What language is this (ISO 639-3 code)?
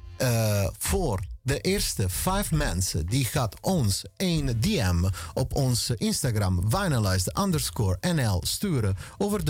nld